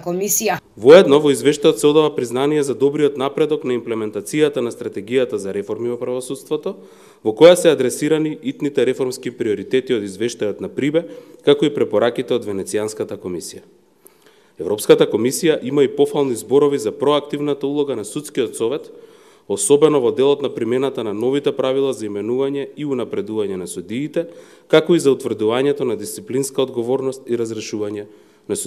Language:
Macedonian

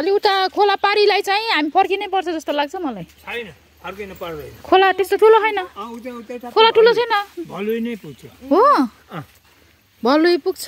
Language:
Nepali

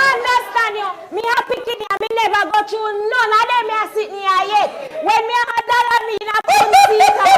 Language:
Jamaican Creole English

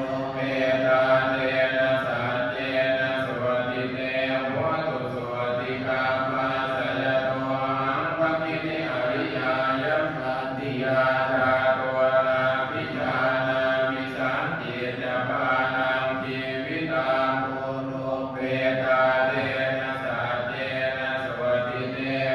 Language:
Pali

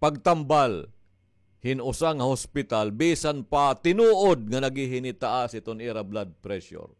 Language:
Waray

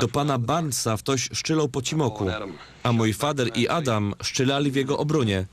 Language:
Silesian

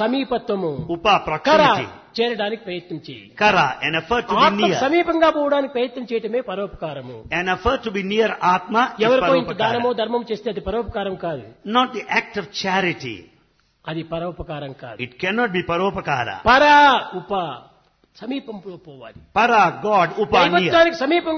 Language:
Telugu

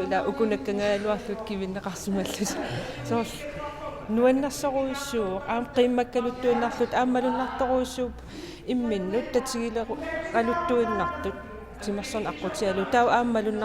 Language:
Kalaallisut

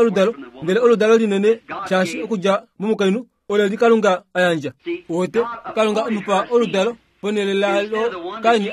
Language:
Kuanyama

